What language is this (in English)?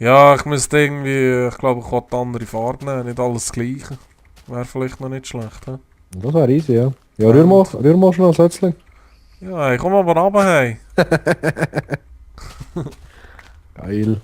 Swiss German